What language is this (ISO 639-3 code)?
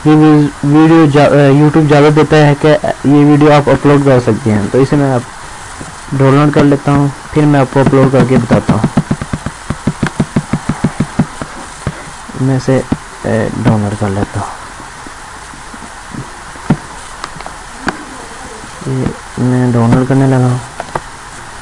hin